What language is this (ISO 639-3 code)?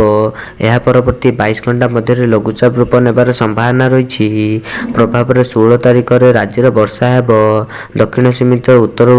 ori